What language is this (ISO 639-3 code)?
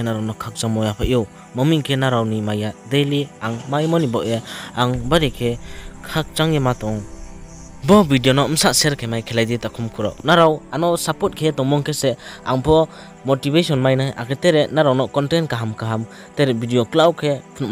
ria